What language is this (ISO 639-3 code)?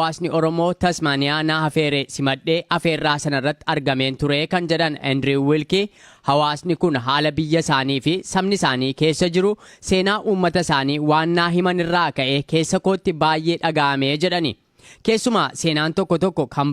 orm